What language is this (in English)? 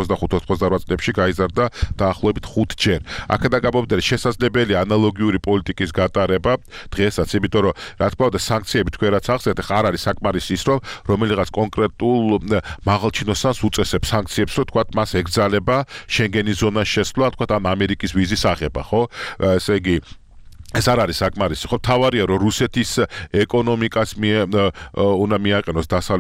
Georgian